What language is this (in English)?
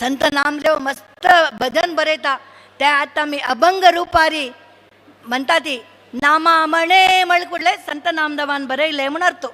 Konkani